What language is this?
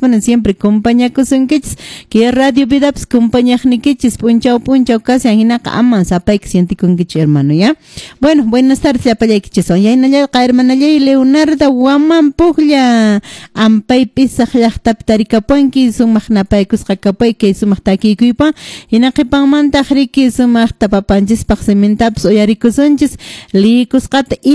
Quechua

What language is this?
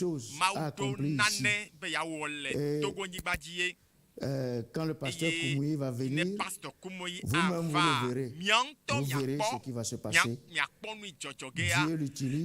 Ewe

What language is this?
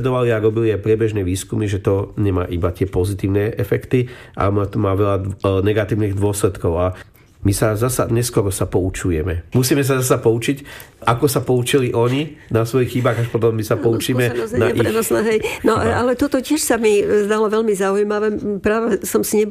Slovak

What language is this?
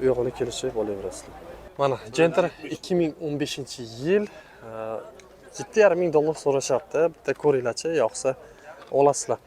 Uzbek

